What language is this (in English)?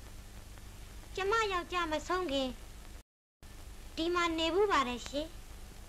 Burmese